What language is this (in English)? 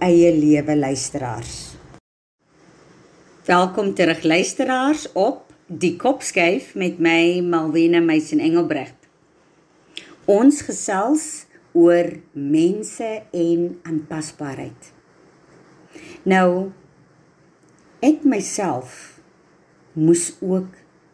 Afrikaans